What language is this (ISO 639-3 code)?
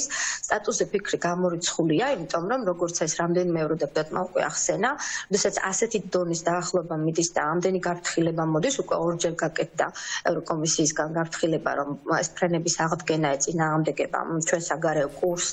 kat